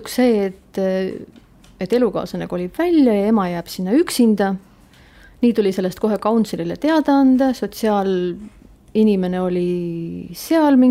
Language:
Estonian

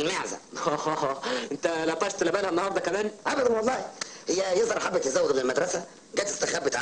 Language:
Egyptian Arabic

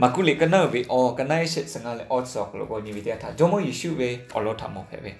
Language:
Lahu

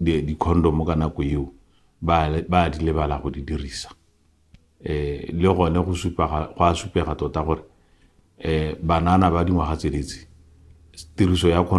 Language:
Tswana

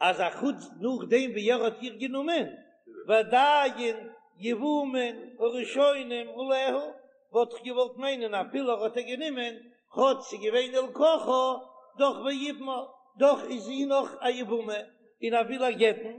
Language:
Yiddish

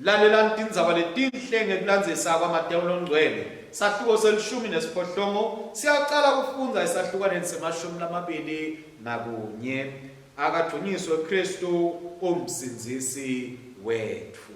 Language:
Swati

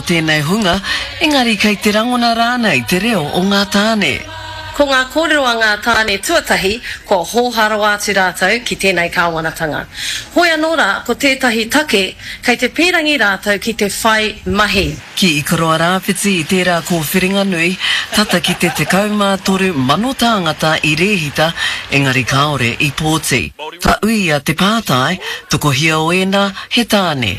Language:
Māori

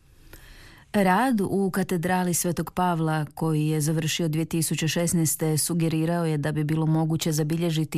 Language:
Croatian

